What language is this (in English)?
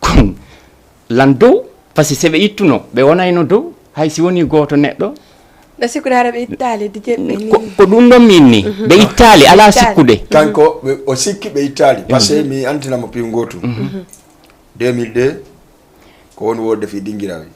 Fula